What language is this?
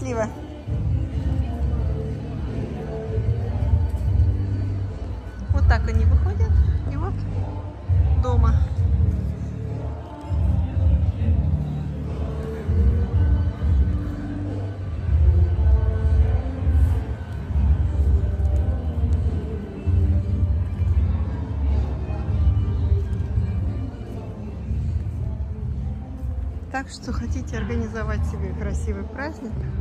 Russian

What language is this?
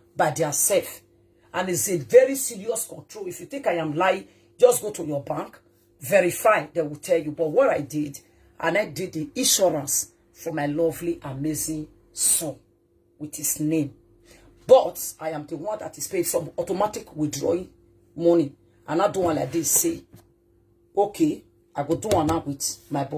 Nigerian Pidgin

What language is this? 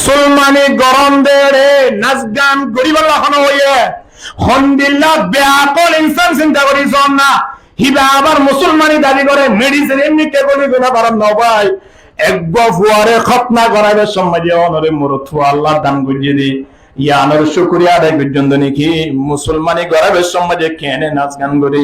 Rohingya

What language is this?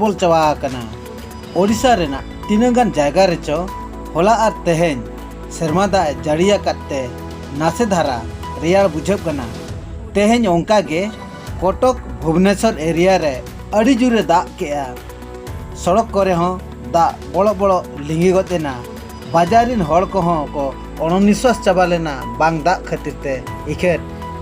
Santali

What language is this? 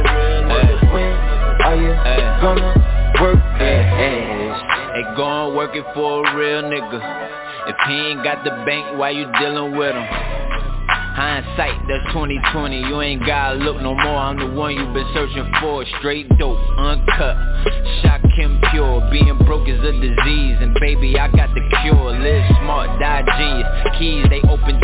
English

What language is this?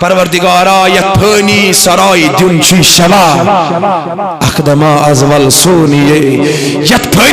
Kashmiri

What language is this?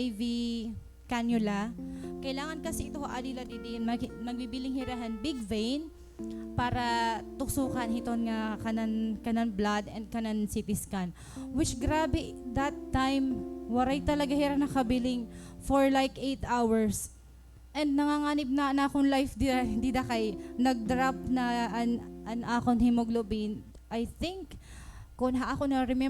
Waray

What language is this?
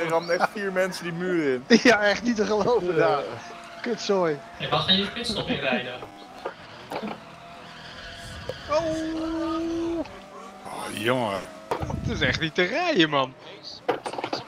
Dutch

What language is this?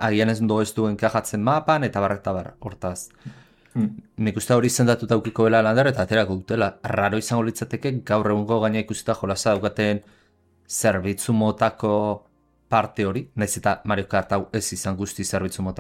Basque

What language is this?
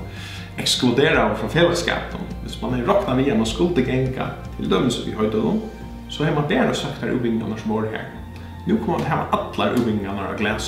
Faroese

